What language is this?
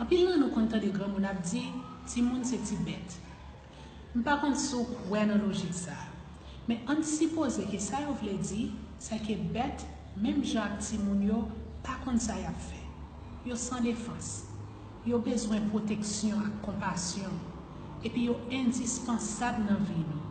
Haitian Creole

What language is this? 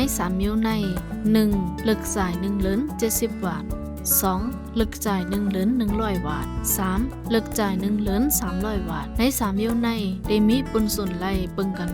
Shan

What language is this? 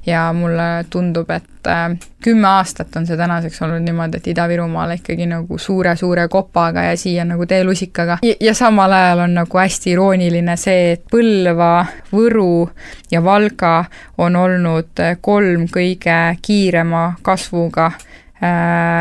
Estonian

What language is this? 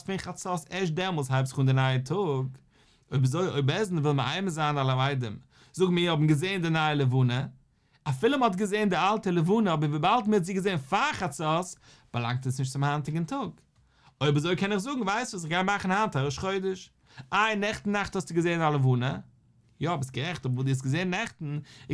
Yiddish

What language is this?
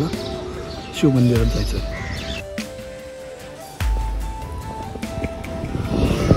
Marathi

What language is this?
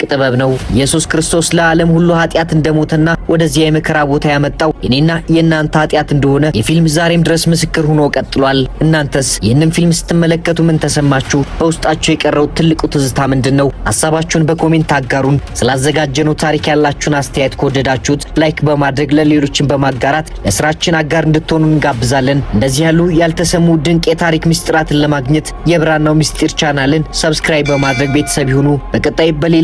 Amharic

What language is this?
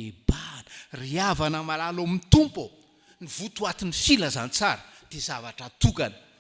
Malagasy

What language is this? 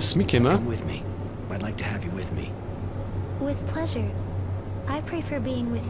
Bavarian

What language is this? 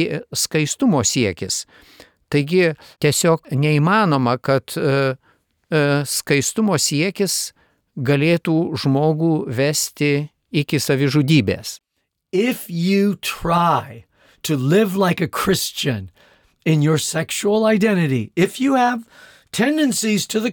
Lithuanian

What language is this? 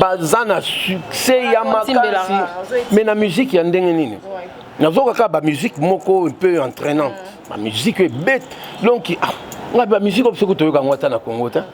Lingala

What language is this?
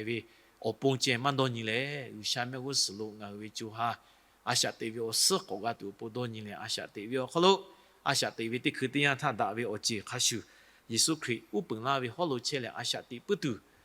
Lahu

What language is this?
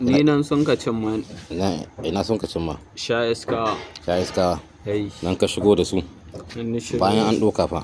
Hausa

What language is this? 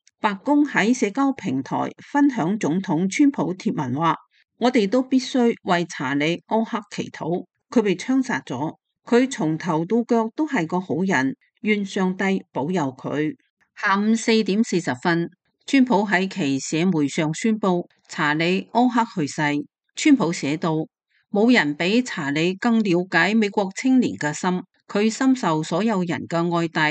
Cantonese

